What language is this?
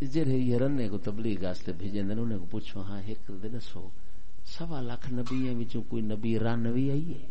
Saraiki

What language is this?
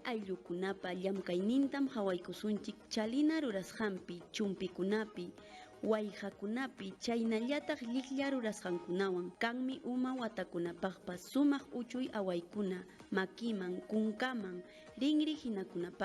Ayacucho Quechua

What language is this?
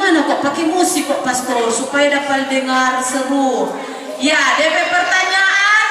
Manado Malay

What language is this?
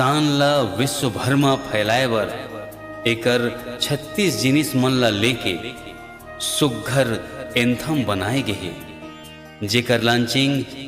Chhattisgarhi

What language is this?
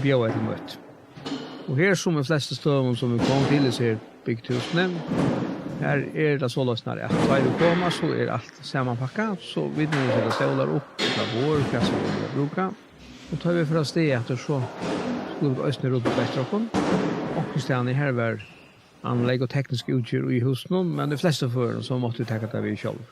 Faroese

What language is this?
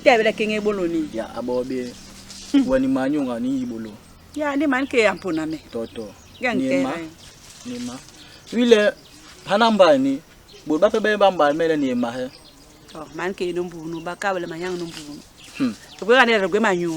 Basaa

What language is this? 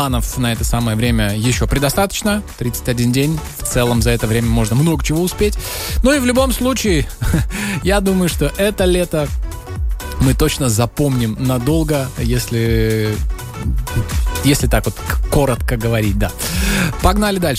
Russian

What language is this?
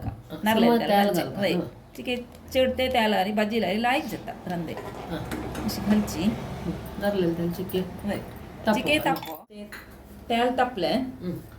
Konkani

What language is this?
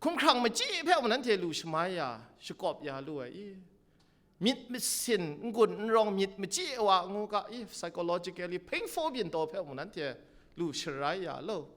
Kachin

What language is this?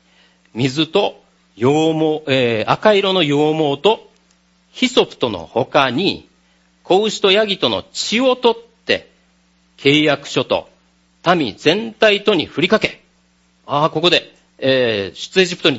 Japanese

